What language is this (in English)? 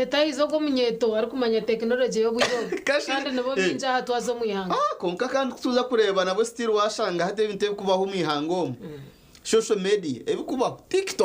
Nyankole